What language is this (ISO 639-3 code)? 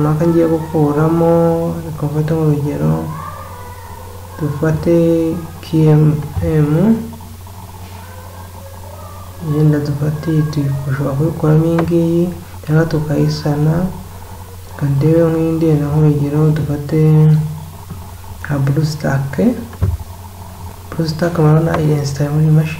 kin